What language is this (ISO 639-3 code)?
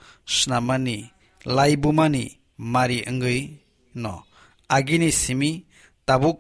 trp